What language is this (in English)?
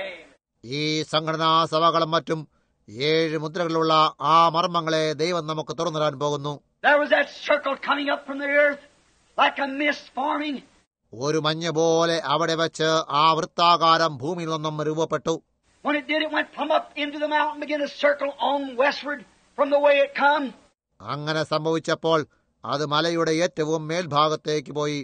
Malayalam